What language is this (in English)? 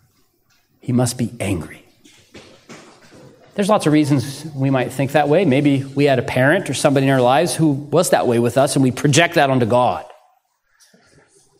English